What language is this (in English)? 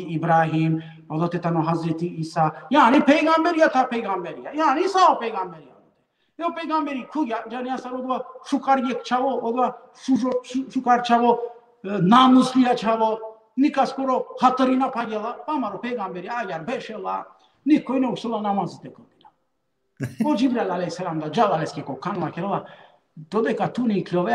Balkan Romani